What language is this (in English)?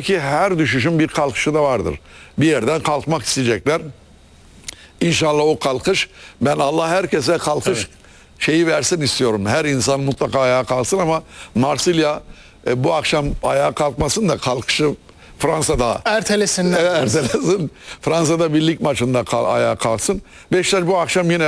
Turkish